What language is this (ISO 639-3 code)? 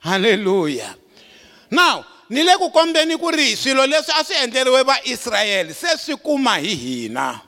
tso